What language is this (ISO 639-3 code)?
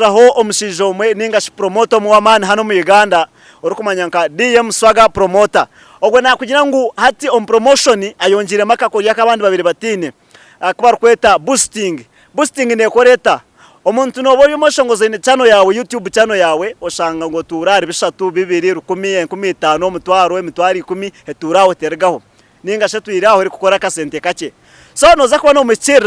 nyn